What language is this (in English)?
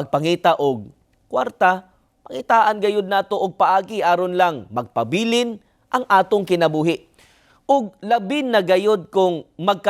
Cebuano